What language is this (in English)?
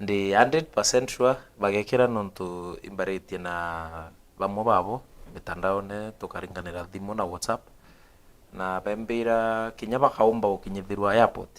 Meru